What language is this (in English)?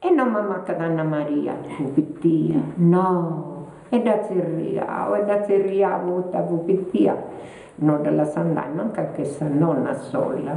Sardinian